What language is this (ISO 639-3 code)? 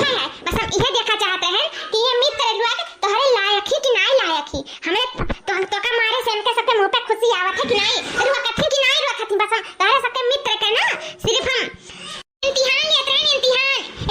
awa